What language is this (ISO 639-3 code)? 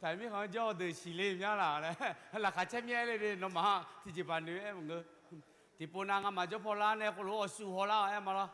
ahk